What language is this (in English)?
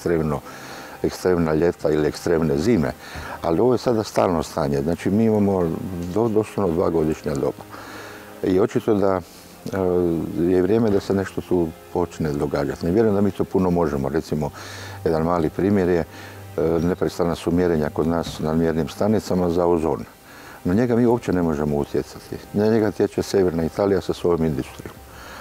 Croatian